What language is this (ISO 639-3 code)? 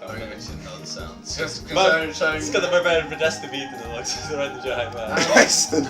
fao